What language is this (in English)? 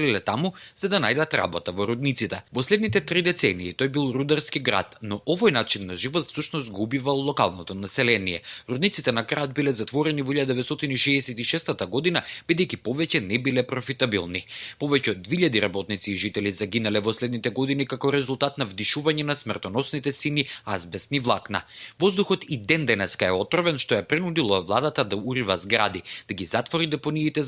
Macedonian